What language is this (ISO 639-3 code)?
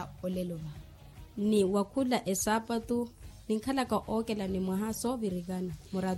vmw